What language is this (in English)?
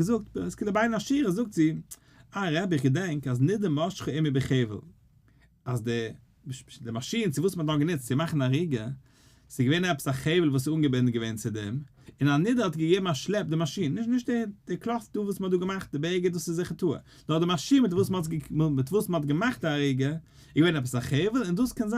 Yiddish